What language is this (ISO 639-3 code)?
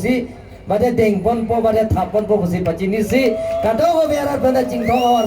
mjw